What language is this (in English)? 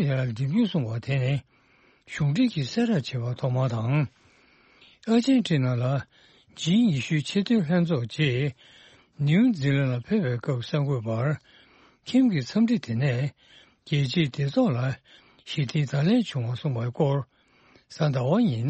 Tibetan